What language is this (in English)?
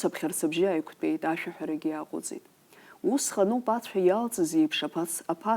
Abkhazian